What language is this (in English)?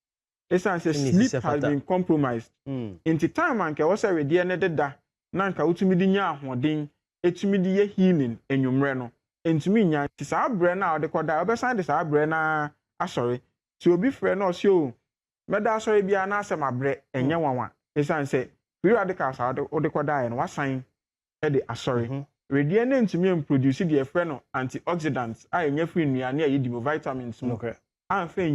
Akan